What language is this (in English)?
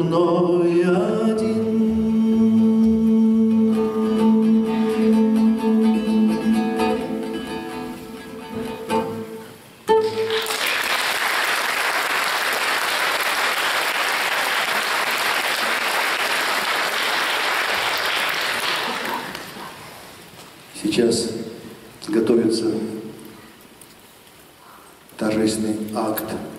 Russian